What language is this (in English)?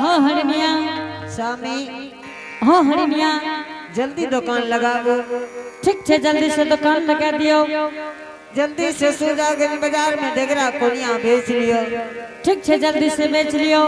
Angika